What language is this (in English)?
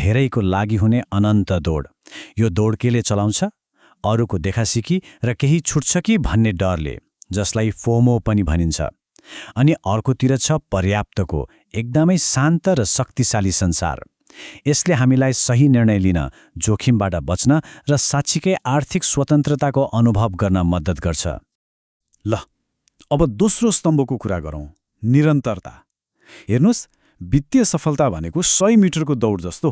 Nepali